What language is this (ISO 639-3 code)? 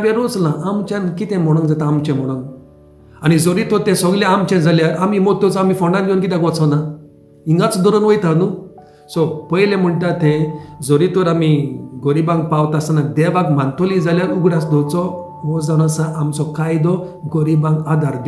kok